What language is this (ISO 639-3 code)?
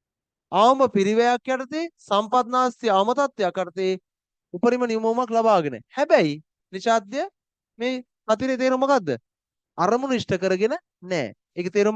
sin